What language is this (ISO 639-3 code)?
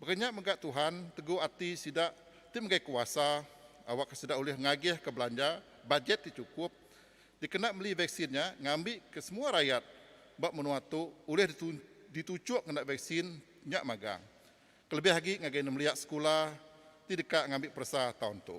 iba